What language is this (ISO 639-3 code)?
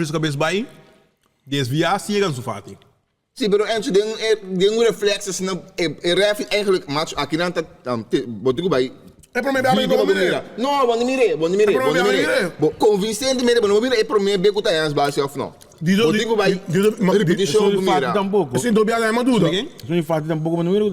pap